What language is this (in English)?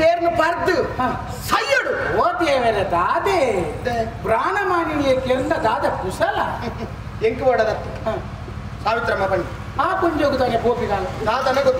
Tulu